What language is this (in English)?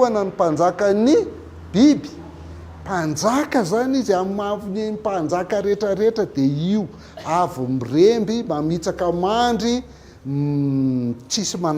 Malagasy